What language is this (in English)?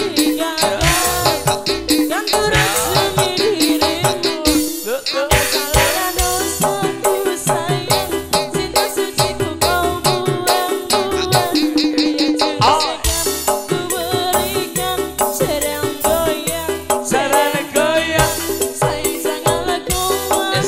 Indonesian